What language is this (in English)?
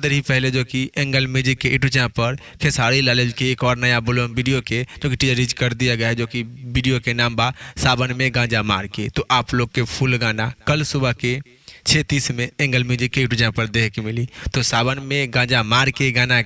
Bhojpuri